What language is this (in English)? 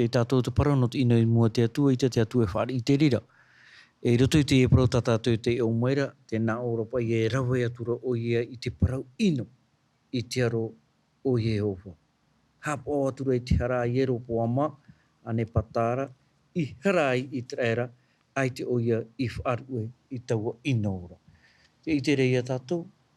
Tahitian